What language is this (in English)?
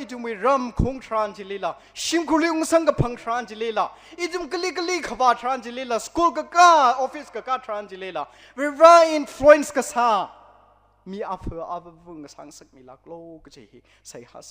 Tangkhul Naga (India)